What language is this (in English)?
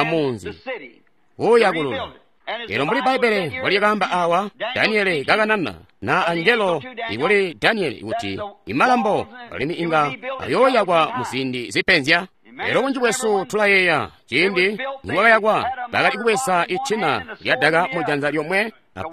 Tonga (Zambia)